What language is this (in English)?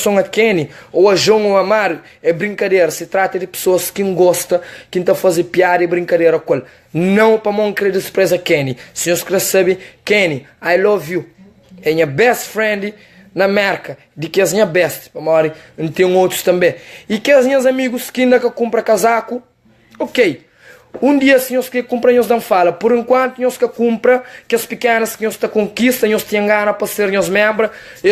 Kabuverdianu